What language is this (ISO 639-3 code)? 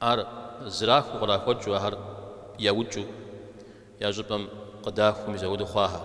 kbd